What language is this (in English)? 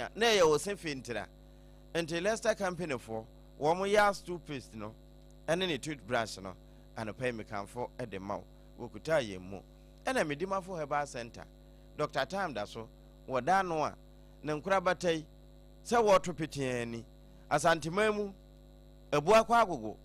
Akan